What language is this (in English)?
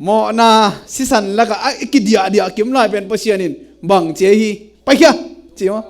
Tedim Chin